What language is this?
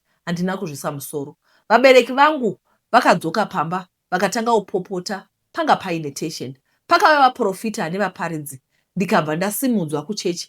Shona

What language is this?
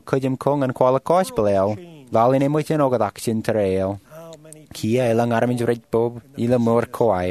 Marshallese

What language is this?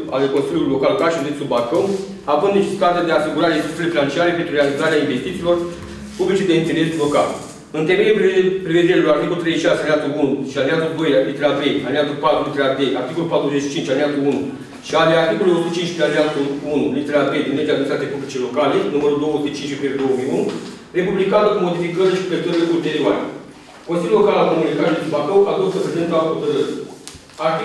Romanian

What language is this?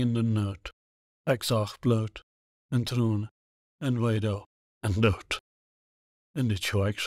Plautdietsch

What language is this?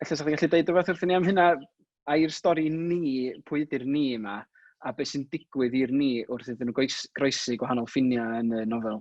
Welsh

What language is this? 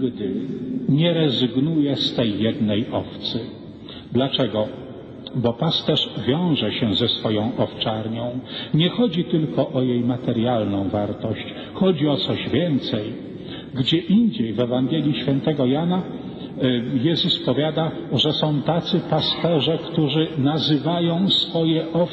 Polish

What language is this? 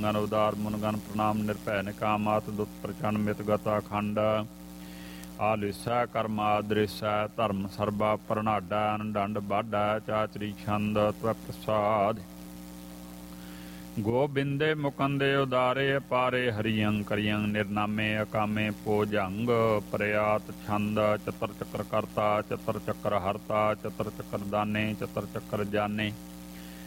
Punjabi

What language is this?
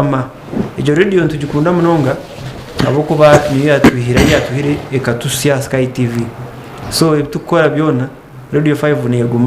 Nyankole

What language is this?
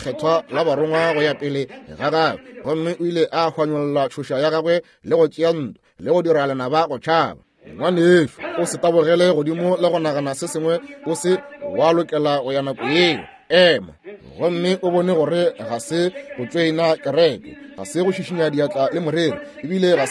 Northern Sotho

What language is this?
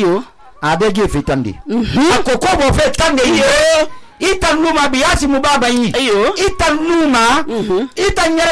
Susu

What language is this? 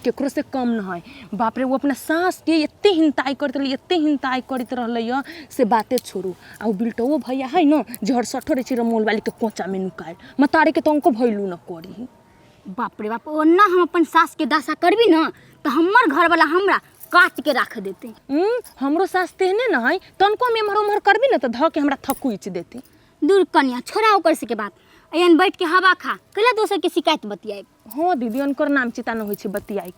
Maithili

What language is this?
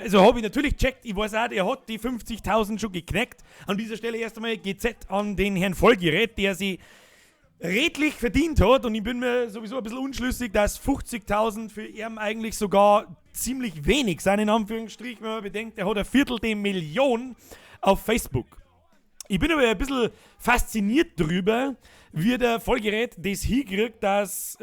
Bavarian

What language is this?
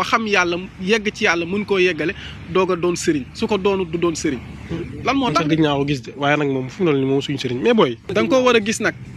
Wolof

